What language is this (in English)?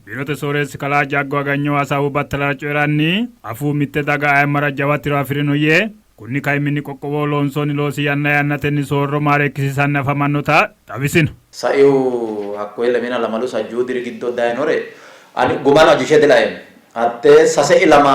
Sidamo